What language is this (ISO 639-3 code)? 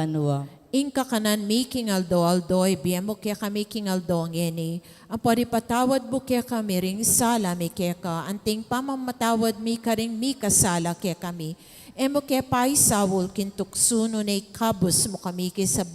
pam